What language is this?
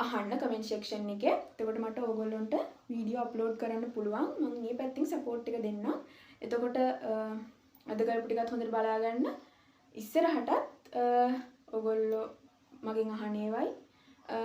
Sinhala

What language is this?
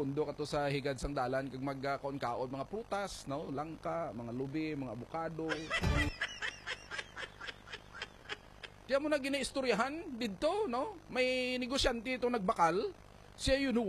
Hiligaynon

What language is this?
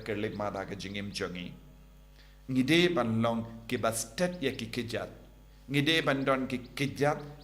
Khasi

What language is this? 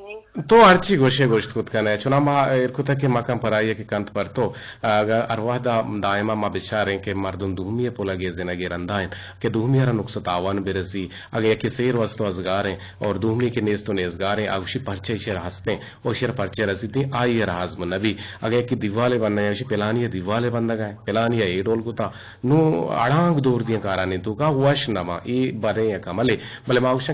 Eastern Balochi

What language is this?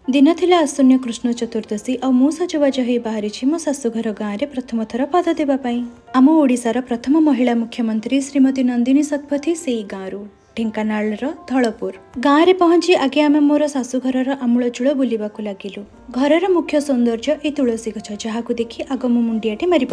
Odia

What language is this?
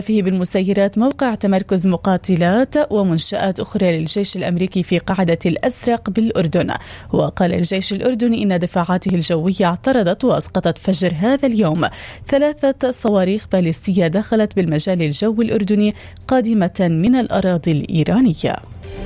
Arabic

